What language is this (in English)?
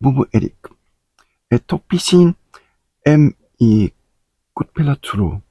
Tok Pisin